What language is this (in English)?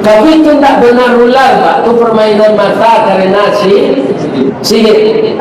Minangkabau